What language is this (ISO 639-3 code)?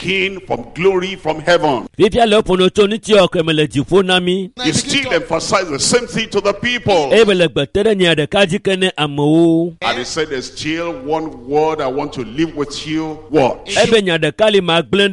ewe